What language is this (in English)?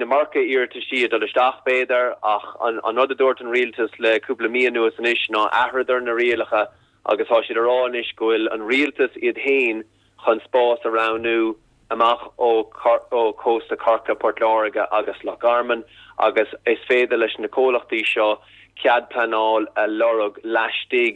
Irish